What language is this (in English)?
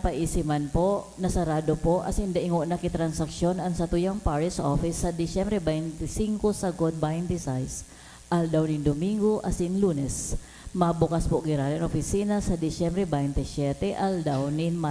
Bikol